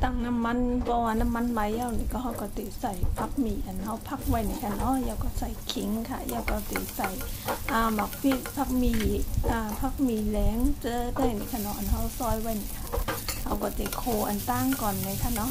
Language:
Shan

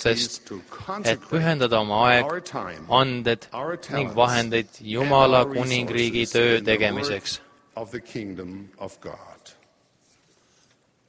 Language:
Estonian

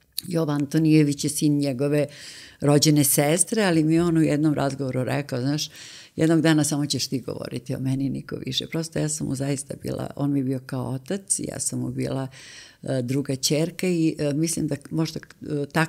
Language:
Serbian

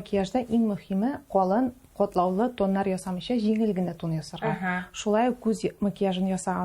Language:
Tatar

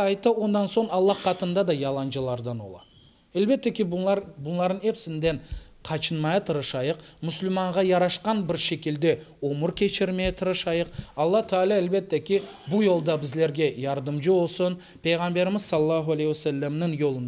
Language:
Crimean Tatar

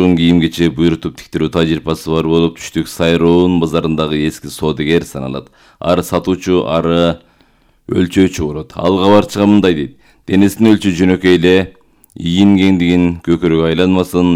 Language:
Kyrgyz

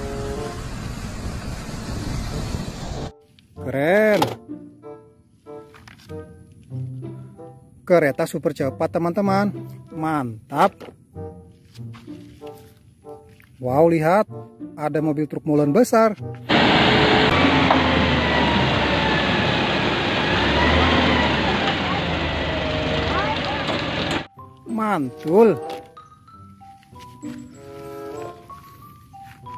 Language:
Indonesian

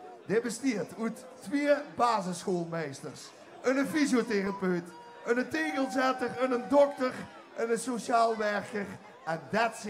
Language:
Limburgish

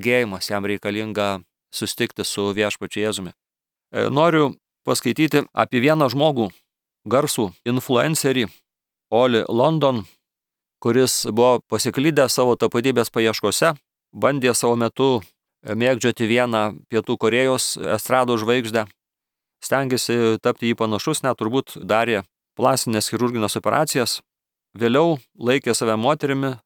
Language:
Lithuanian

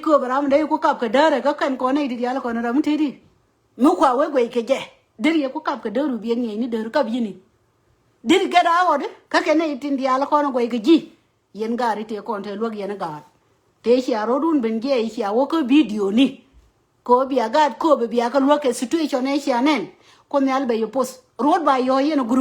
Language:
Nuer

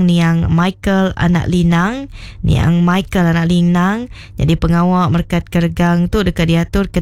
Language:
Iban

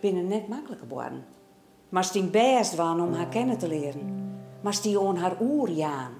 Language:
Western Frisian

